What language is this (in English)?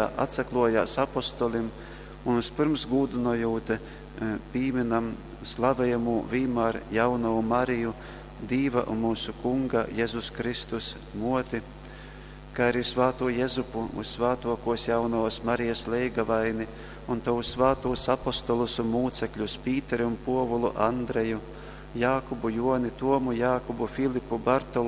Latgalian